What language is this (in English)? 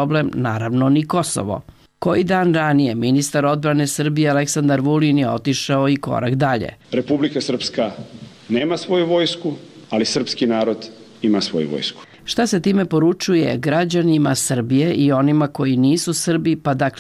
Serbian